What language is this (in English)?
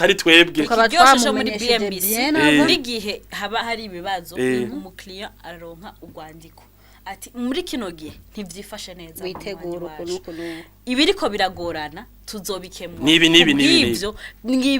Rundi